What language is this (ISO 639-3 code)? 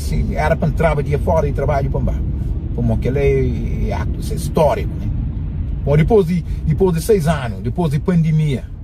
kea